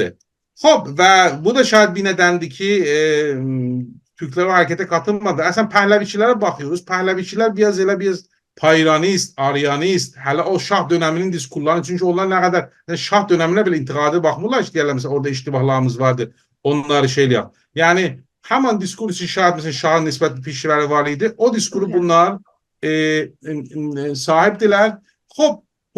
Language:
South Azerbaijani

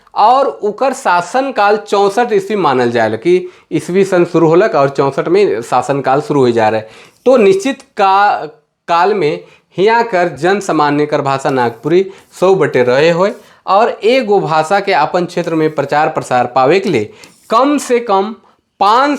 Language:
Sadri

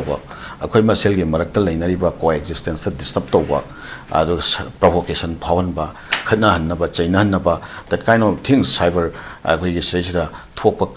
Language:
Manipuri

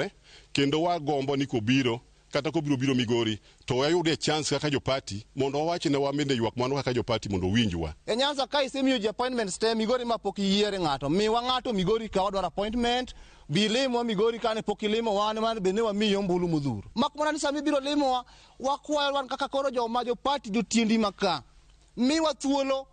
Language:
Luo (Kenya and Tanzania)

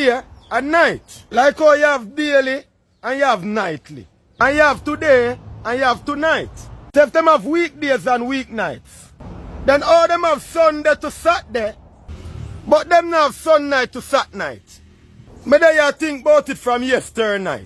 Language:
Jamaican Creole English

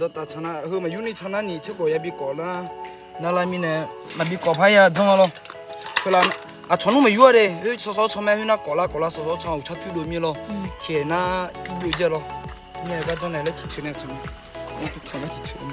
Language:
Akha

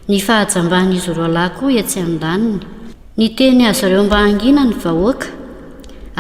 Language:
Malagasy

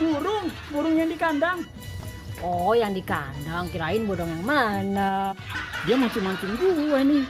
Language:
Betawi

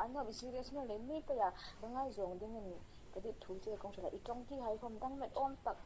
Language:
Hmar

